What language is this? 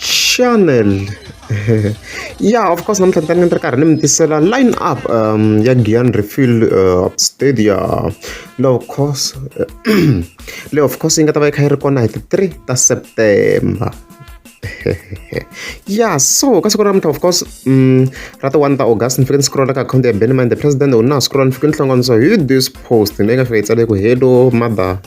Tsonga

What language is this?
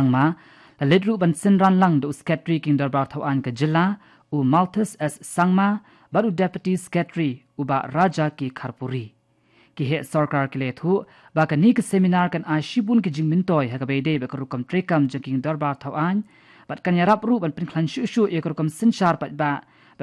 Khasi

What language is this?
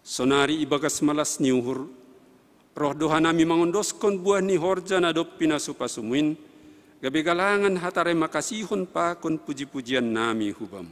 Batak Simalungun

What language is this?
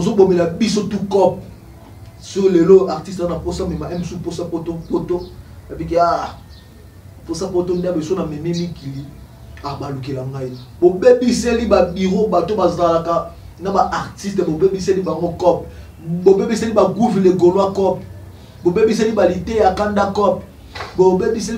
Lingala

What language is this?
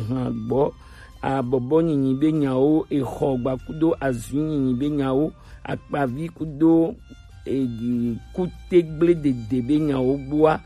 Gen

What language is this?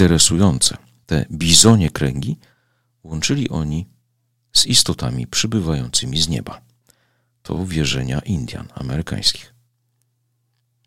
Polish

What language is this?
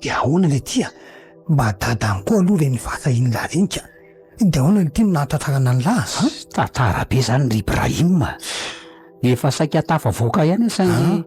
Malagasy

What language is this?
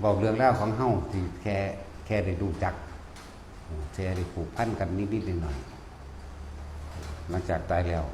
Northeastern Thai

